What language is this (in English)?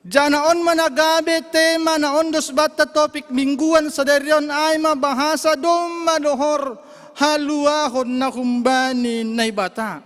Batak Simalungun